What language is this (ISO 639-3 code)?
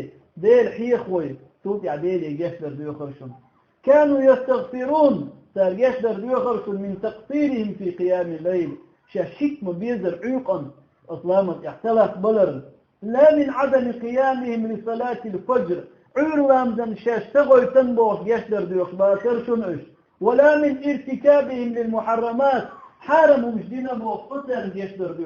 che